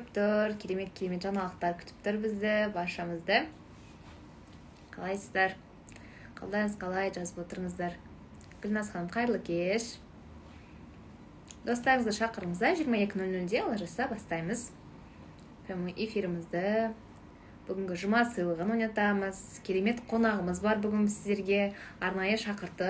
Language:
Kazakh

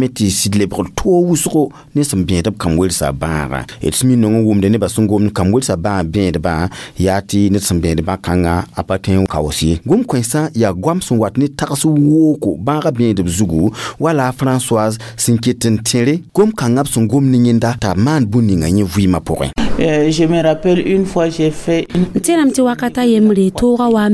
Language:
Mossi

